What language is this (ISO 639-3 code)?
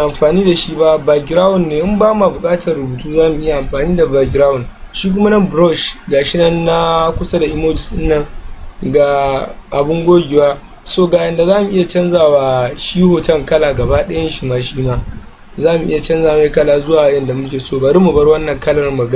hau